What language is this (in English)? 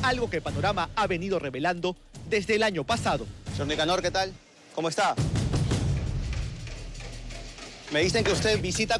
Spanish